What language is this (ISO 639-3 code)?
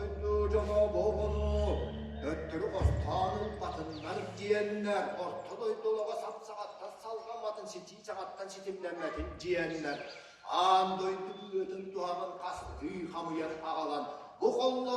sah